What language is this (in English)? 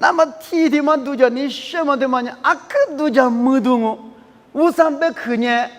Lisu